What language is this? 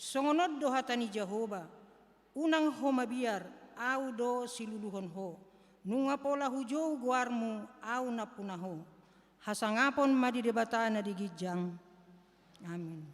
Batak Toba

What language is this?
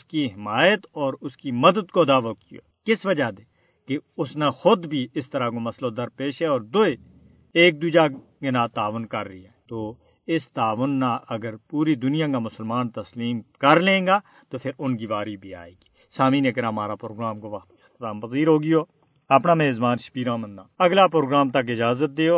Gujari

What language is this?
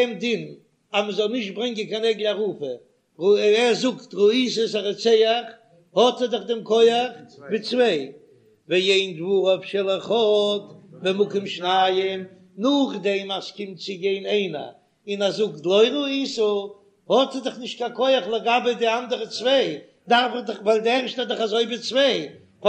Yiddish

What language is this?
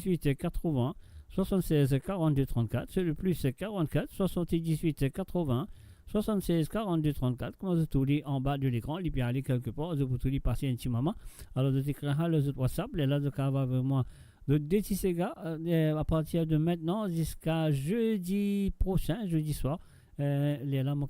Morisyen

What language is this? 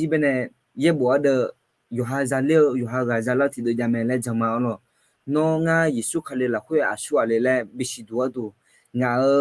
Akha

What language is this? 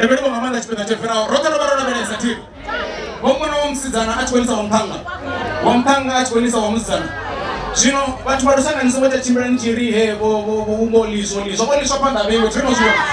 Venda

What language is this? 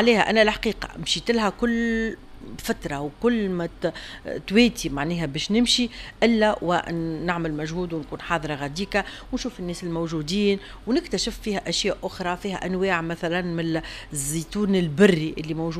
Tunisian Arabic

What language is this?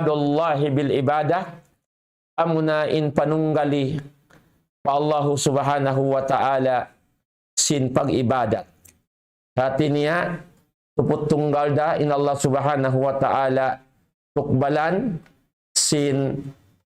Tausug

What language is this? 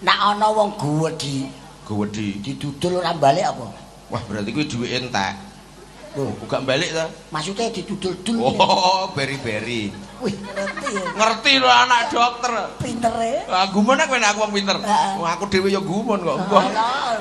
Javanese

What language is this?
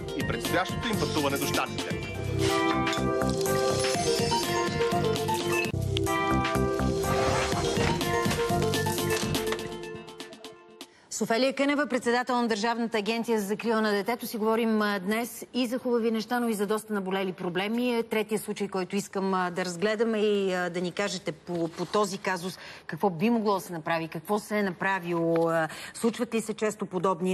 Bulgarian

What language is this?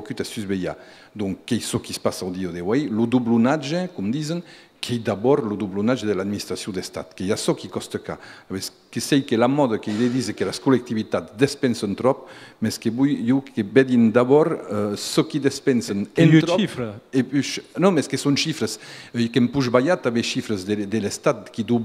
Occitan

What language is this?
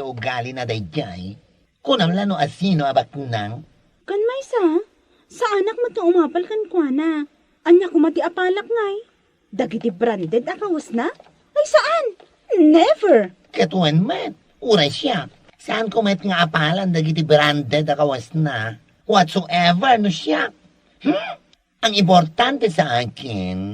Iloko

